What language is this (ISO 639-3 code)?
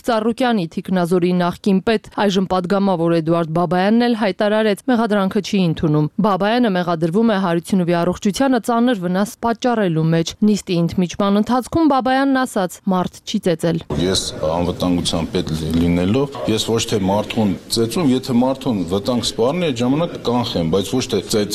hye